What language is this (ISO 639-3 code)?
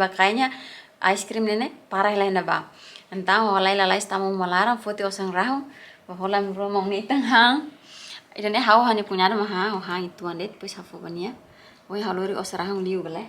tet